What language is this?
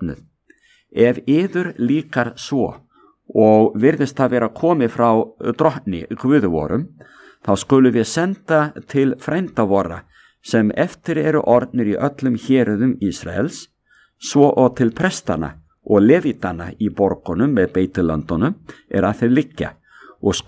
Icelandic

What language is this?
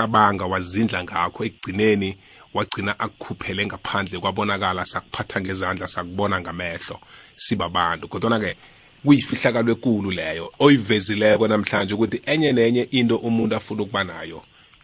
South Ndebele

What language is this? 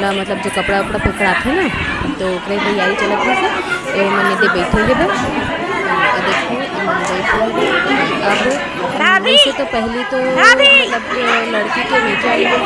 Chhattisgarhi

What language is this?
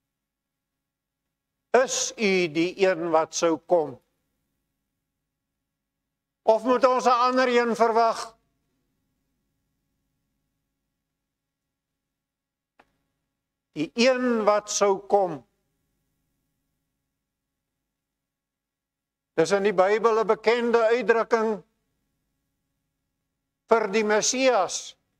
Afrikaans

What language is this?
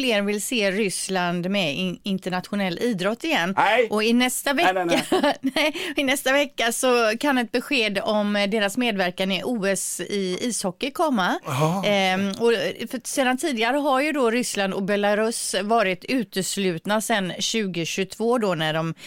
Swedish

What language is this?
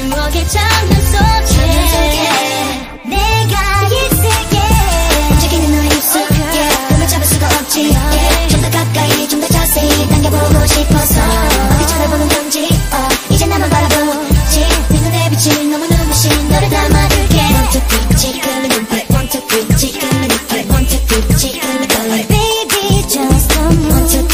Korean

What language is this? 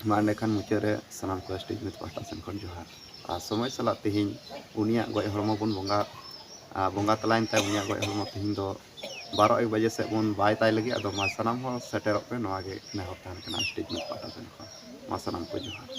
Santali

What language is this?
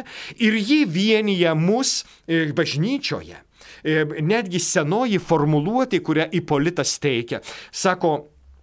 Lithuanian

